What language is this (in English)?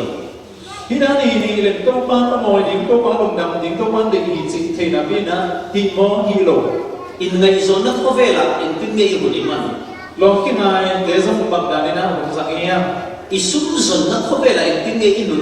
Falam Chin